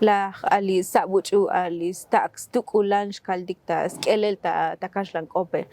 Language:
Tzotzil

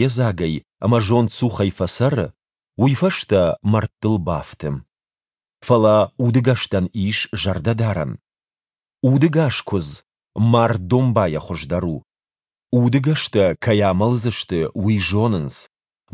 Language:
Ossetic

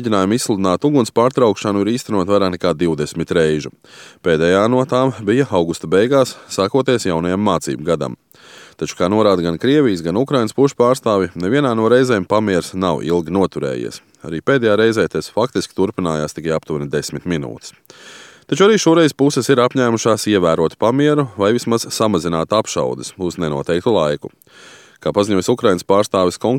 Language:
Latvian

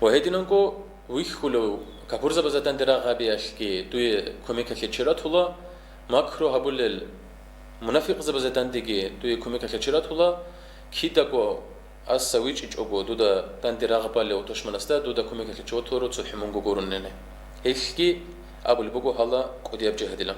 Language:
Avaric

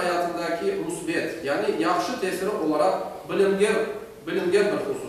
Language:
Crimean Tatar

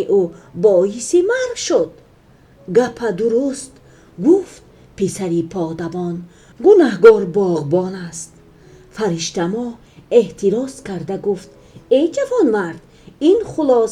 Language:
Tajik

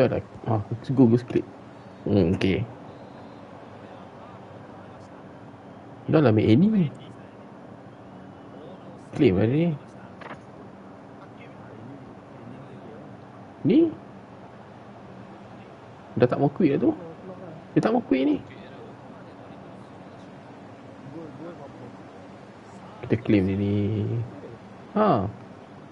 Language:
Malay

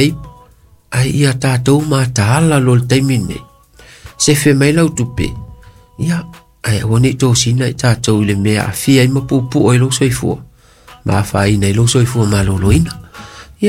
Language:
Samoan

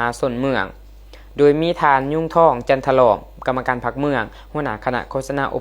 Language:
Lao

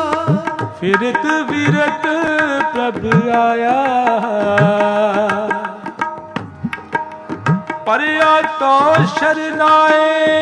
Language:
Punjabi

